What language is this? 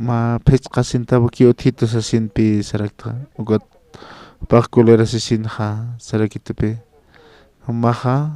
Aymara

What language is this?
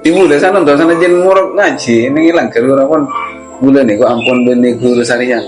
Madurese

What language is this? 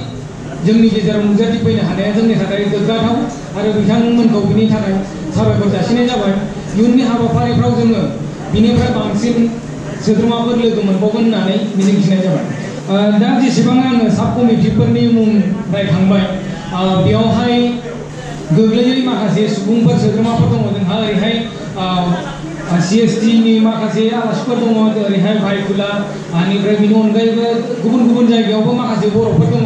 Bodo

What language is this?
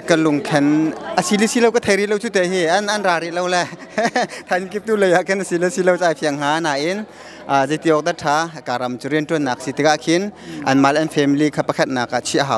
Hakha Chin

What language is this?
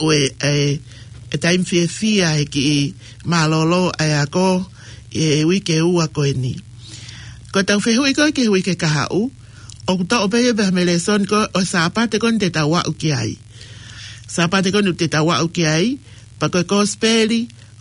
Tongan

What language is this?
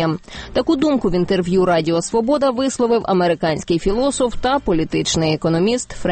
Ukrainian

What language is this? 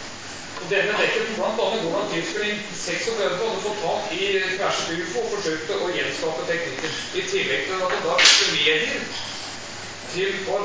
Norwegian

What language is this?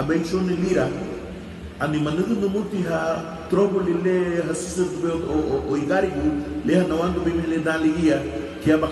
Garifuna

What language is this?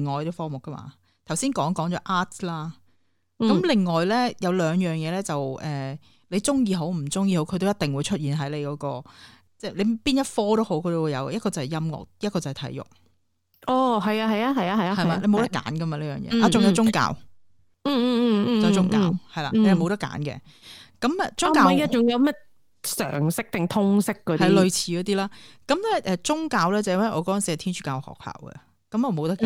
Cantonese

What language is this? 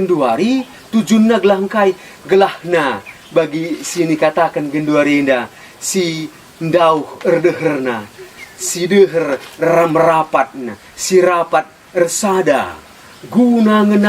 Batak Karo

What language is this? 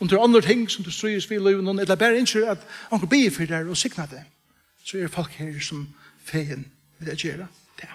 Faroese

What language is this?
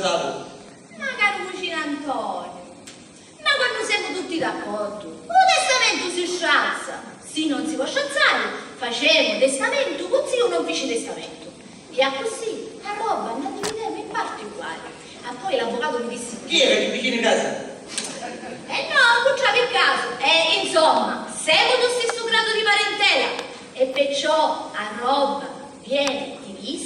Sicilian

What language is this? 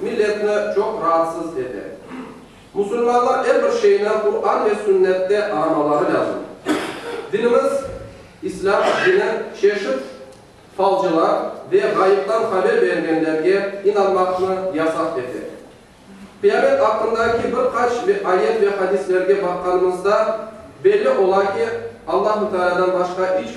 Crimean Tatar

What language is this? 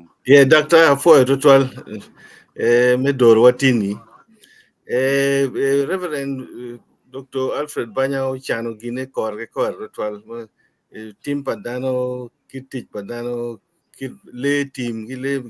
Acoli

